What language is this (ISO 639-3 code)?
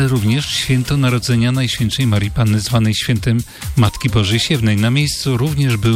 pol